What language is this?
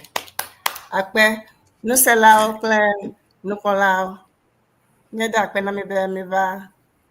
Ewe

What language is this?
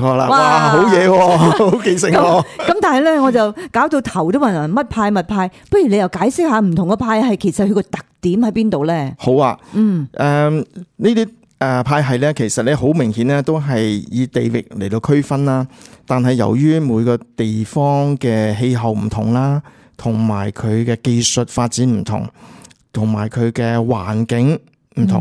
Cantonese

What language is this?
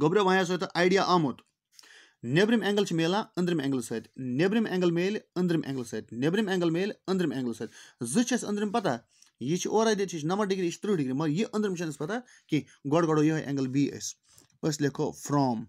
Kashmiri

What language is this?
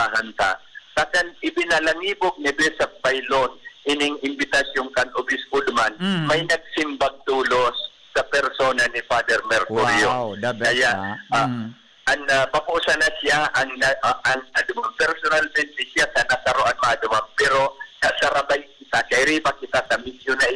Bikol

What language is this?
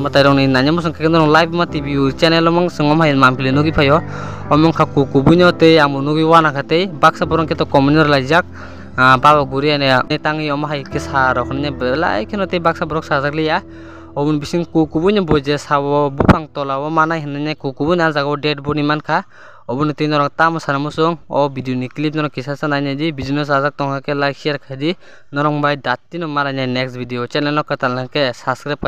Kok Borok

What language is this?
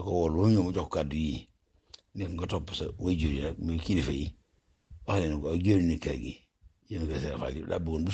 Wolof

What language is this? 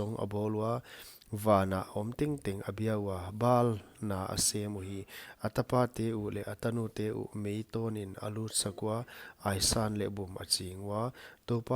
Paite Chin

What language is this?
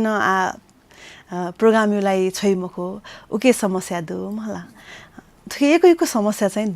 Newari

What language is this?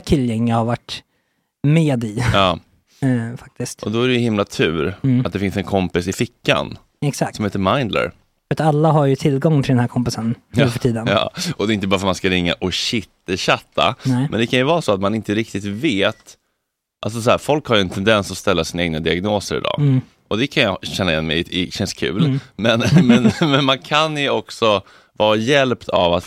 Swedish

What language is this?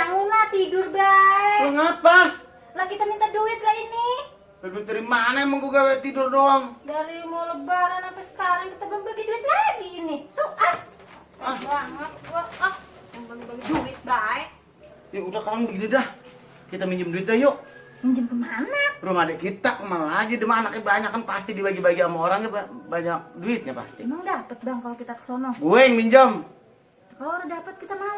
Betawi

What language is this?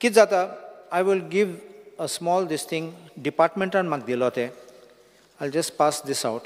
Konkani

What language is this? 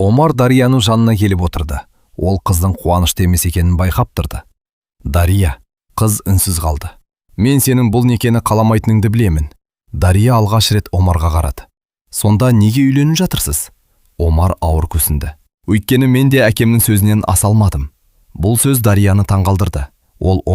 Kazakh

